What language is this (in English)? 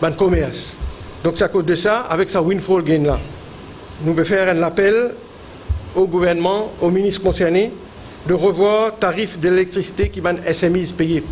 Morisyen